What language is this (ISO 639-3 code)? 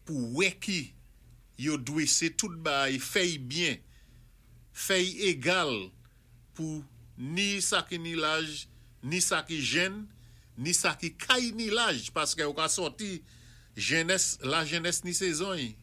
acf